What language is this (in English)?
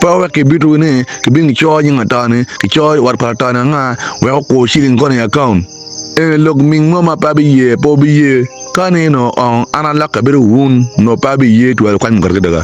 Acoli